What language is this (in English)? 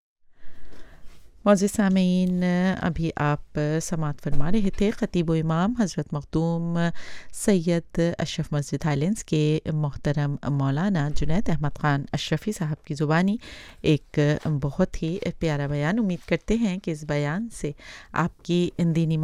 Urdu